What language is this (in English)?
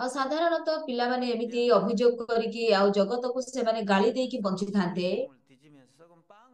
Odia